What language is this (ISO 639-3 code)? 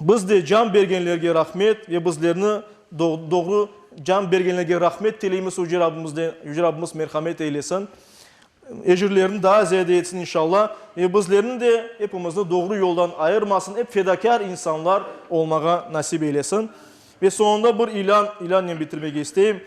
crh